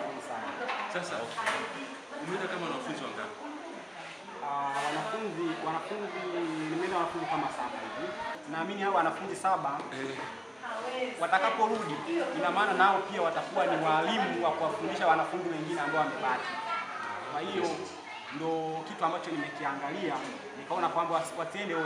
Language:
Swahili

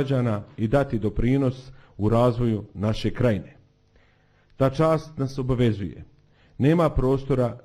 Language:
Bosnian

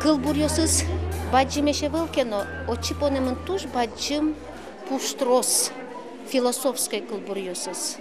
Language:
Udmurt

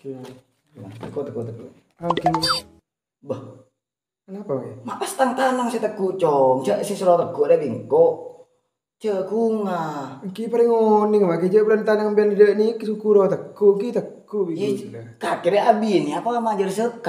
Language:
Madurese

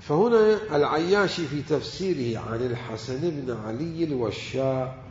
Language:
Mesopotamian Arabic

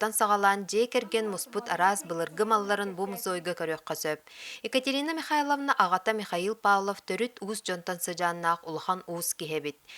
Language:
Yakut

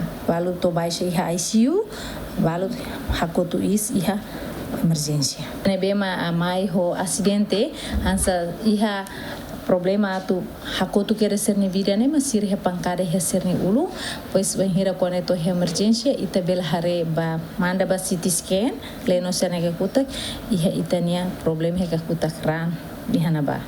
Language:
Tetum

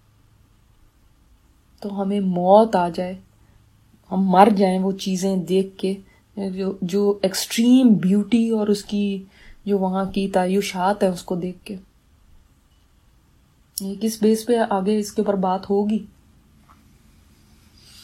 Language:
Urdu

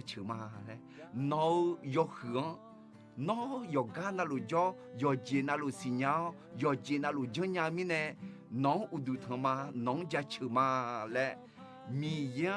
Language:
Akha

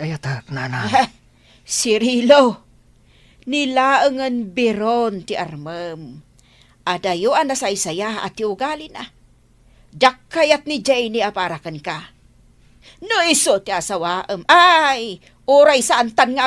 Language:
Iloko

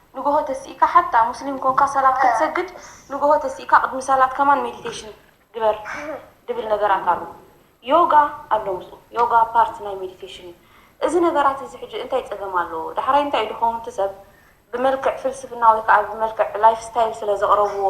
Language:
Tigrinya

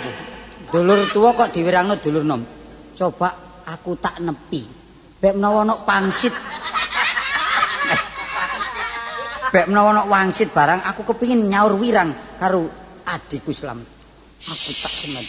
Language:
Javanese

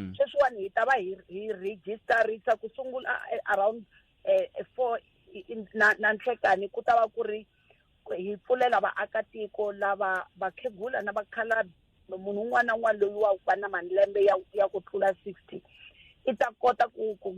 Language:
Tsonga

